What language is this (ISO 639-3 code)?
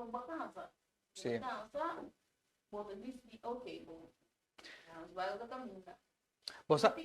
pap